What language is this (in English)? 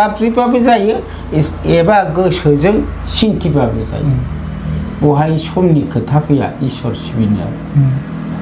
Bodo